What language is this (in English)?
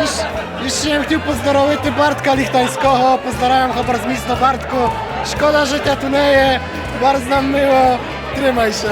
Rusyn